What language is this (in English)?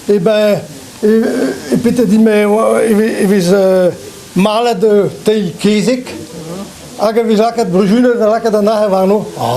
Breton